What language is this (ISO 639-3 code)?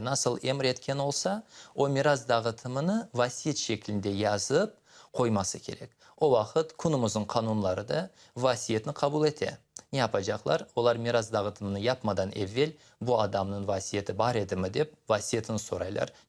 crh